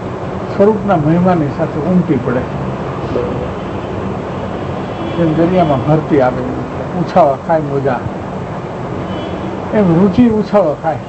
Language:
Gujarati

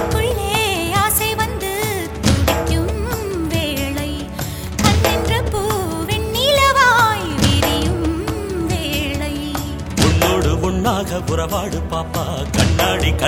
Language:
Tamil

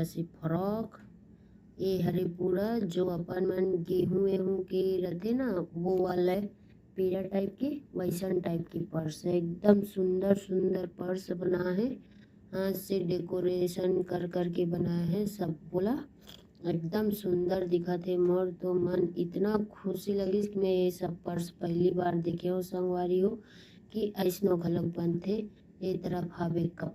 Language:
Chhattisgarhi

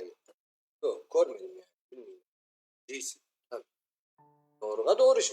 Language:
Crimean Tatar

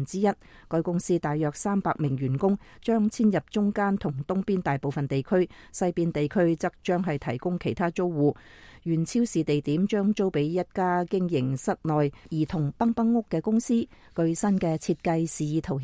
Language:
Cantonese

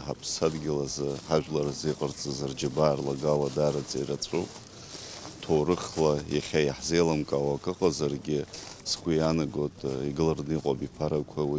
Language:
Abkhazian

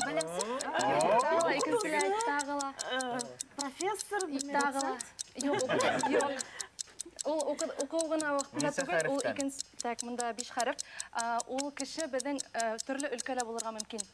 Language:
Bashkir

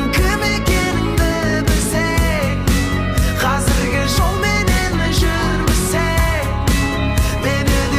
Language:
Kara-Kalpak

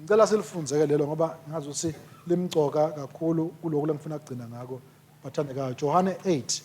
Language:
Swati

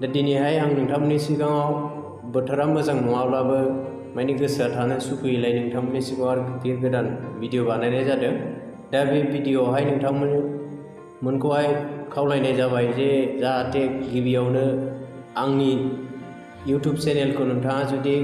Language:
Bodo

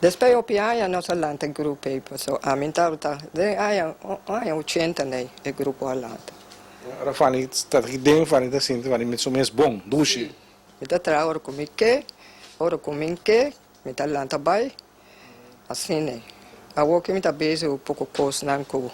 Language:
Papiamento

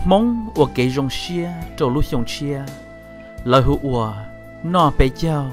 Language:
Hmong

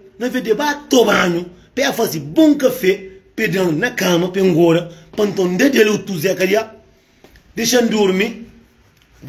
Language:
Kabuverdianu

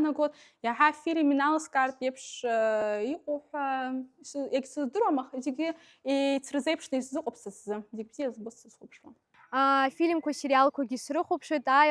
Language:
Abkhazian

